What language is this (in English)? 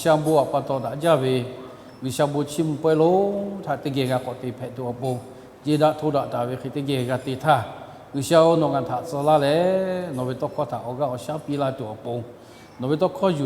Lahu